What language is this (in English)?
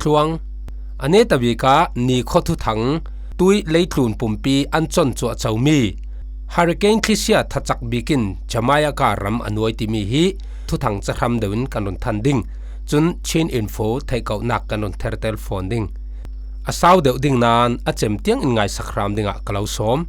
Falam Chin